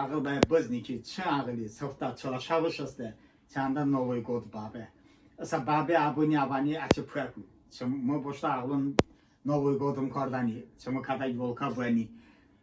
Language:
Talysh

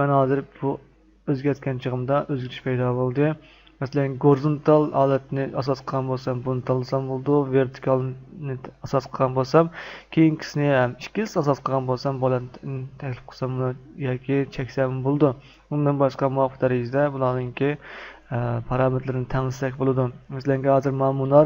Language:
Uyghur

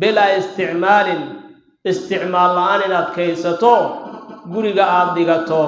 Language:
Somali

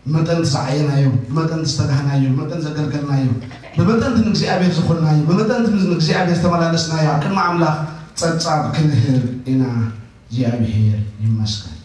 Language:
Tigrinya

